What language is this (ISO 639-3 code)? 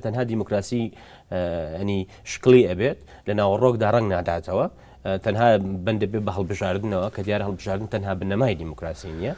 ckb